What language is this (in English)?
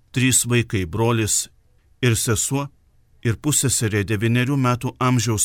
Lithuanian